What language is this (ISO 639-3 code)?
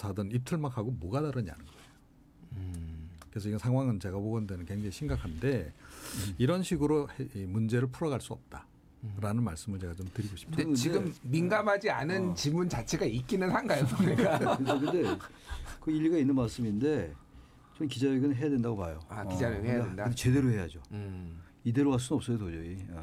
kor